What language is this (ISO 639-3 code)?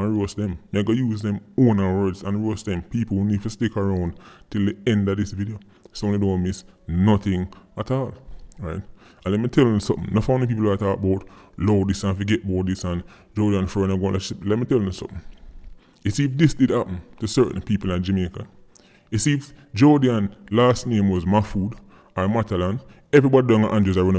jam